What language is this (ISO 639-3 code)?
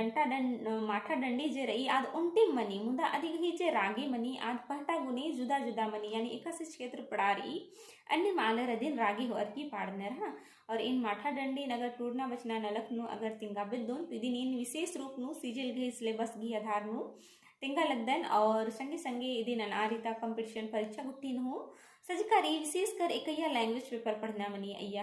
kru